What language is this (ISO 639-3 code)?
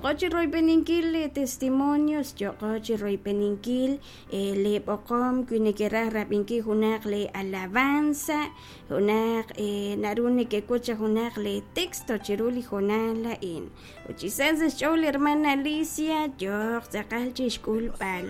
kek